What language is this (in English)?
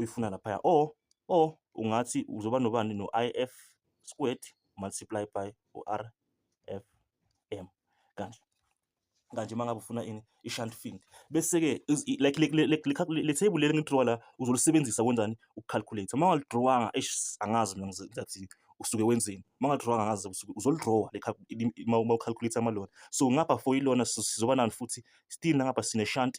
Zulu